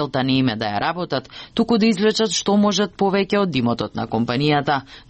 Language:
Macedonian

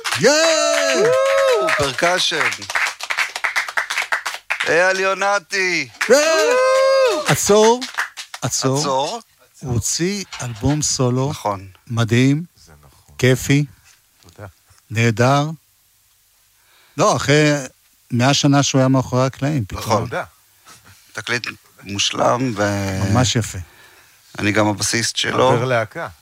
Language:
Hebrew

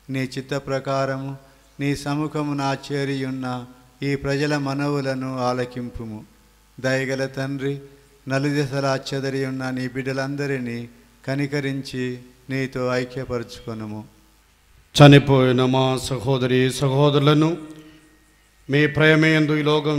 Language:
Telugu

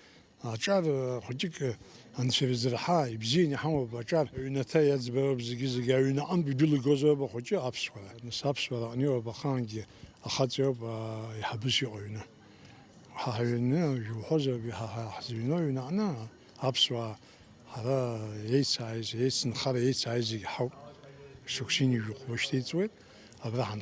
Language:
Abkhazian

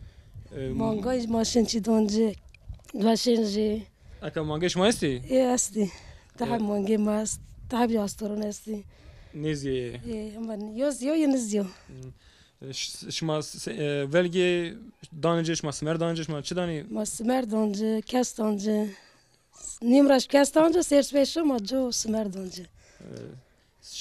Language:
Zaza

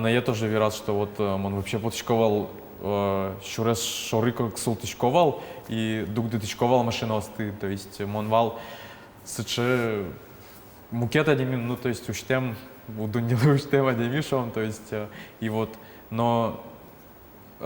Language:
Udmurt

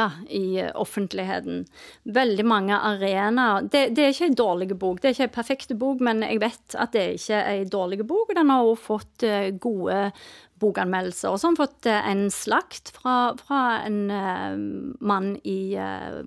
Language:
Norwegian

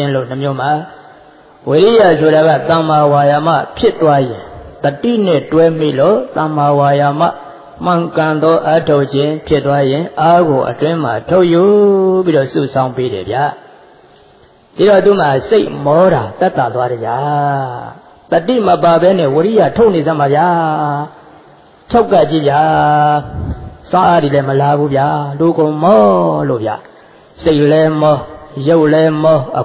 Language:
Burmese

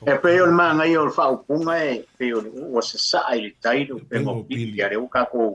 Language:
Samoan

